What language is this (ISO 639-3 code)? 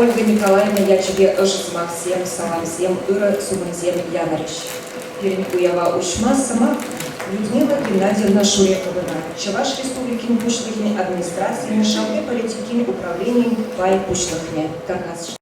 chv